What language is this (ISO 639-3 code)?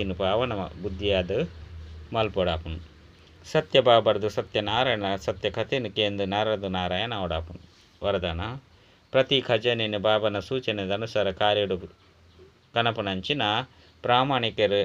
tcy